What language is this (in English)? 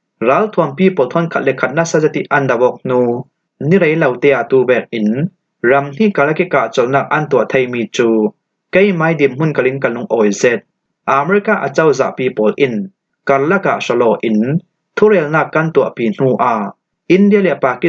Falam Chin